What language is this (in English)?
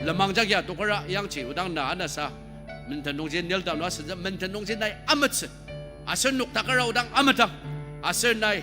Ao Naga